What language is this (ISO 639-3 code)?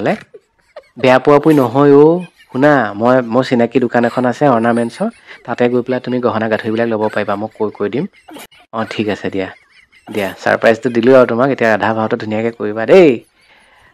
asm